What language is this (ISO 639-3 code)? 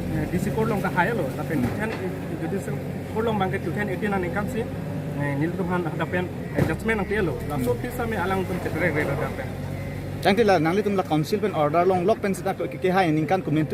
mjw